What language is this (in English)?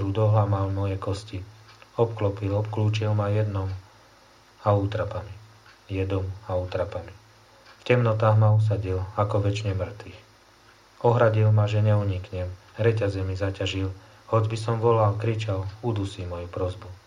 Slovak